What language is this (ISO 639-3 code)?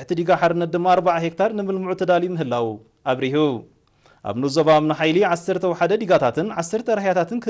tir